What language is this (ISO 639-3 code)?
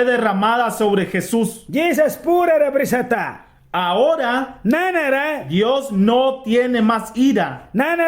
miq